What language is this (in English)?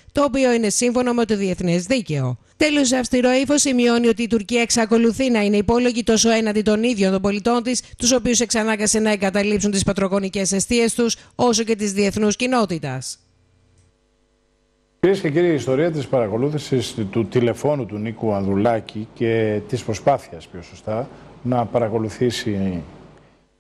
Greek